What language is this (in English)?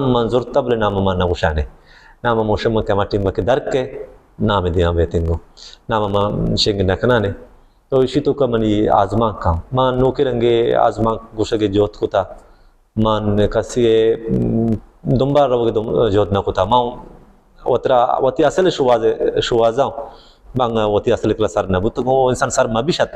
Baluchi